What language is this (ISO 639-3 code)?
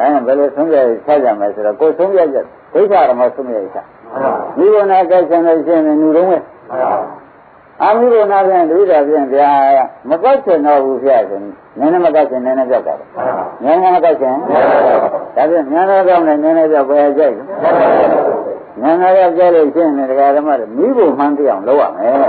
mya